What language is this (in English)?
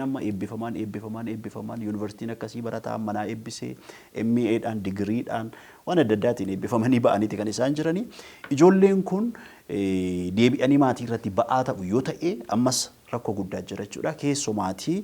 Oromo